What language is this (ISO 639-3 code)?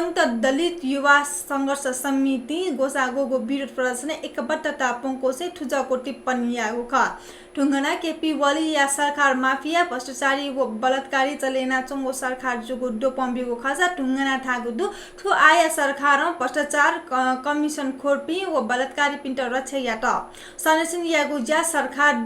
new